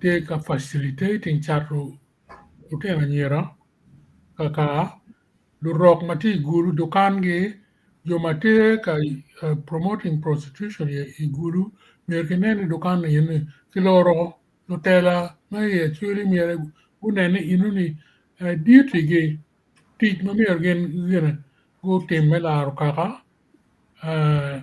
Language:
Acoli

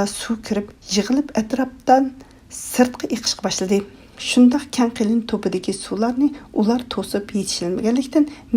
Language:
Uyghur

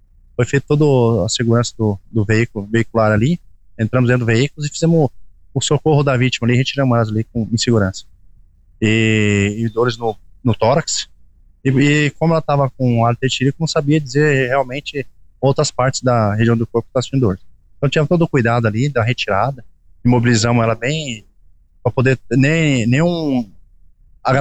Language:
Portuguese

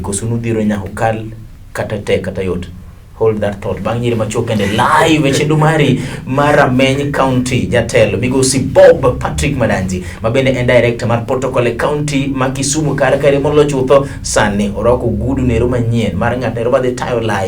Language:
Luo (Kenya and Tanzania)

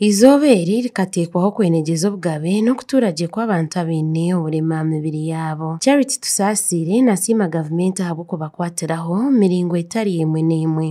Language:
Nyankole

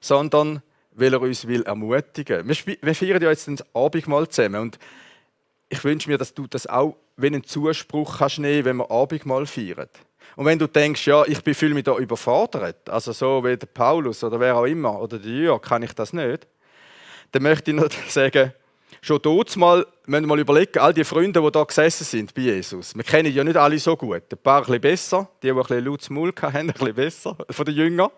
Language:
Swiss German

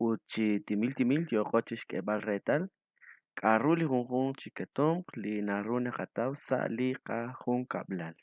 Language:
Kekchí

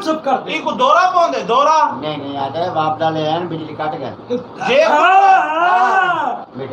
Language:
Saraiki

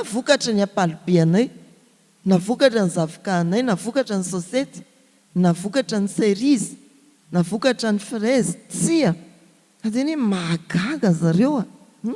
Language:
Malagasy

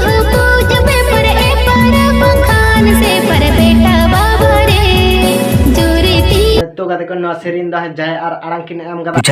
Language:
Santali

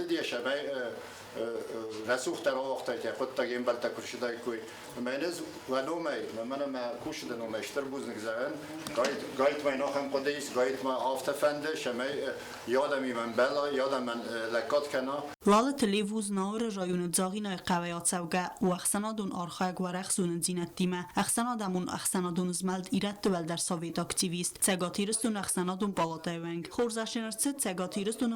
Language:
Ossetic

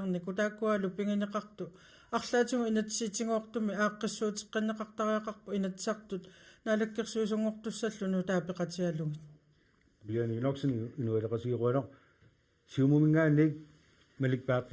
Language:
Kalaallisut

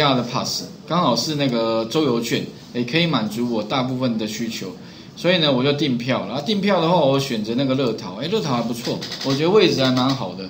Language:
Chinese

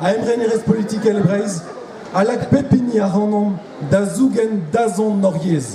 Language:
Breton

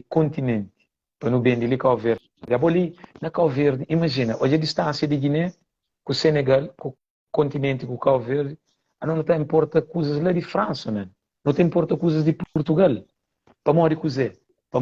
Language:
Kabuverdianu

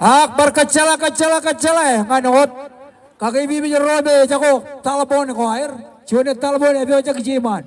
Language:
Marshallese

